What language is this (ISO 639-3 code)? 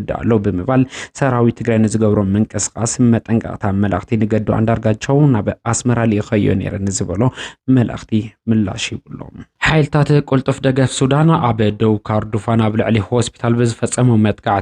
tir